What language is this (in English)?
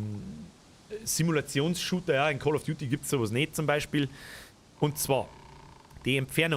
Bavarian